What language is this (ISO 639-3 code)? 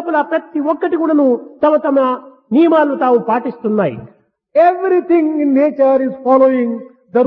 tel